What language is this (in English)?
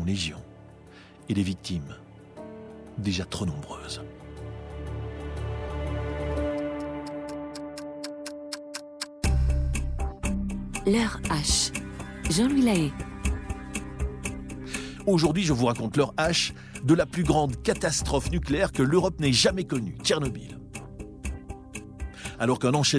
French